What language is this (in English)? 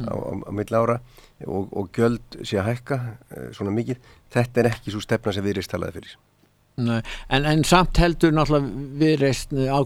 Icelandic